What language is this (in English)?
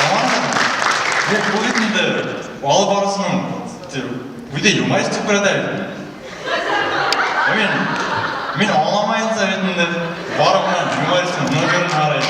Bashkir